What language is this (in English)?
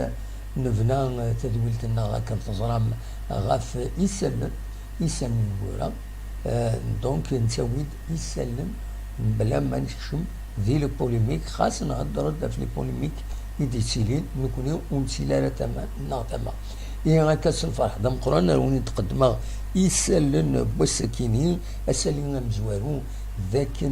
Kabyle